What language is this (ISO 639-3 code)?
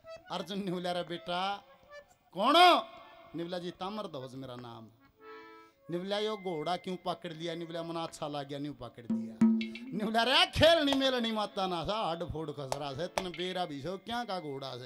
bgc